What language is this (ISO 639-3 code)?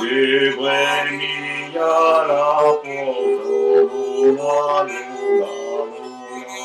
oci